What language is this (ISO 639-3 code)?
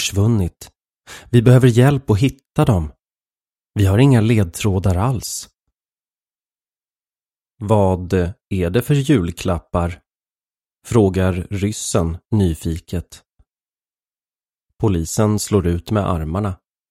swe